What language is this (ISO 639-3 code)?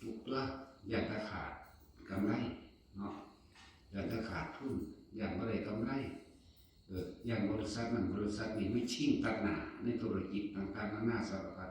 tts